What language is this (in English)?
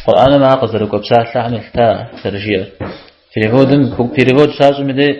Kabardian